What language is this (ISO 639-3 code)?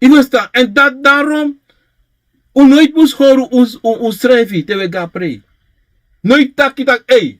srn